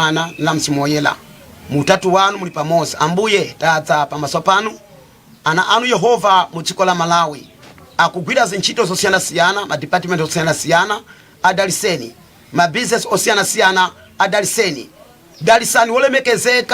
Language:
Nyanja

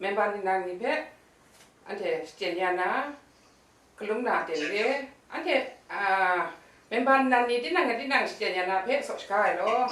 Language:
Kachin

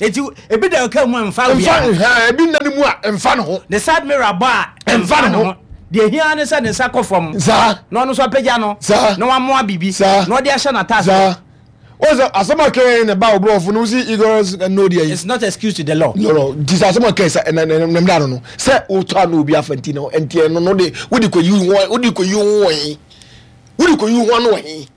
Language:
Akan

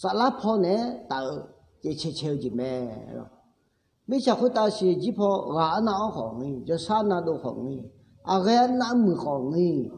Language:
Akha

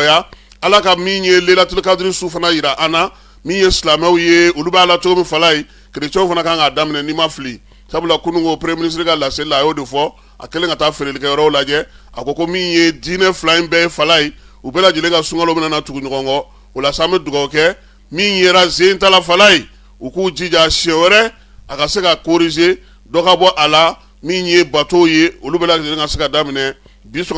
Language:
Bambara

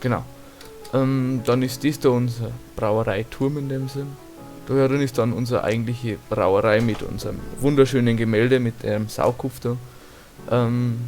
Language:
Bavarian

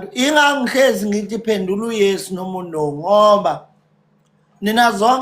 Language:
Zulu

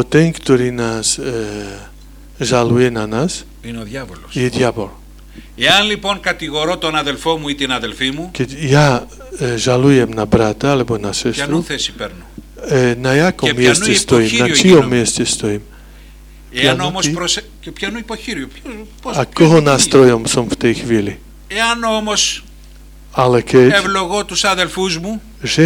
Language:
Slovak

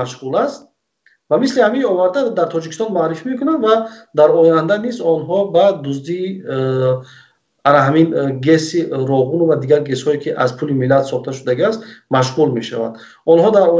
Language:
Tajik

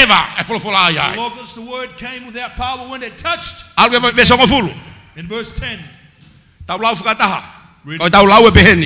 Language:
Tongan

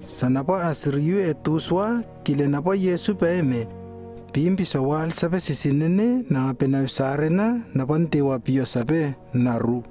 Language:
Lewo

